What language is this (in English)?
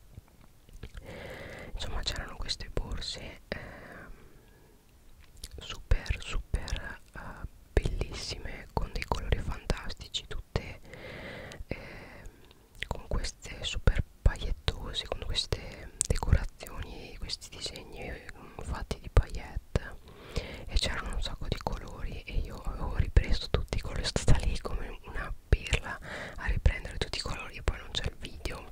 Italian